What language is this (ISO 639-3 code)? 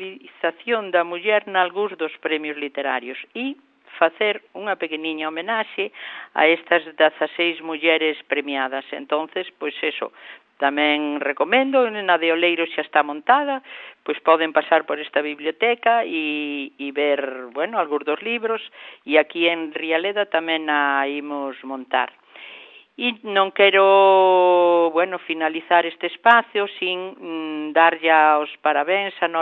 glg